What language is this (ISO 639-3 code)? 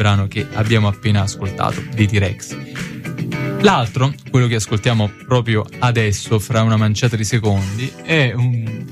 ita